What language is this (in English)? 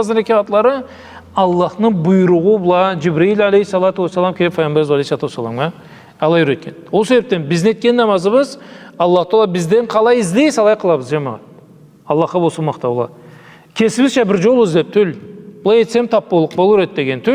Karachay-Balkar